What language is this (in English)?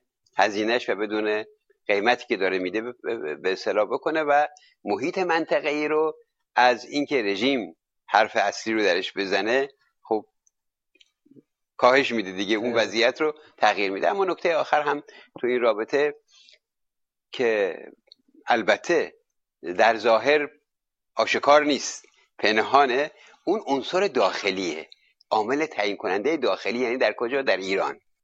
Persian